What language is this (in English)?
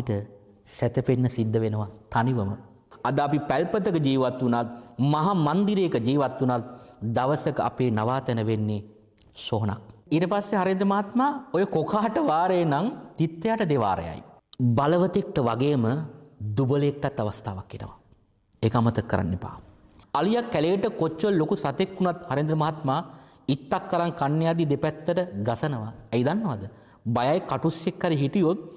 Sinhala